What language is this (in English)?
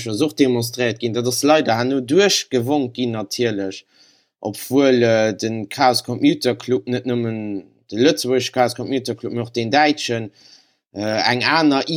Luxembourgish